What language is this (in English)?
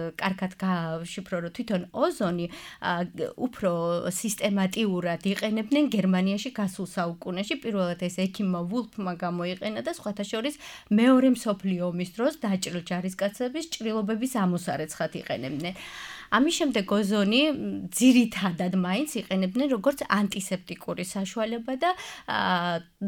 Georgian